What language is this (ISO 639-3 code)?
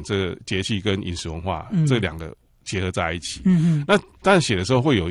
zho